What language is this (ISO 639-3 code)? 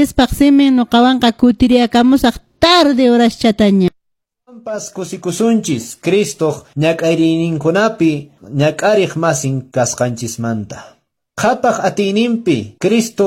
que